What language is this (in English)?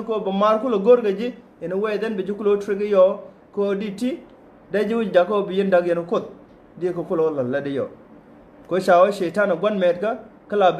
Nuer